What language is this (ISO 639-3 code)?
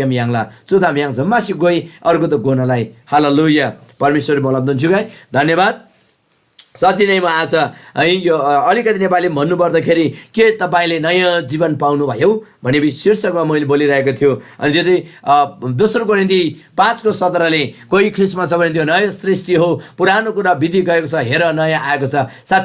taj